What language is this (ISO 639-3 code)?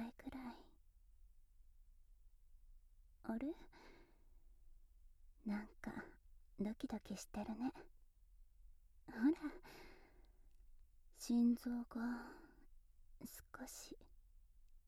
jpn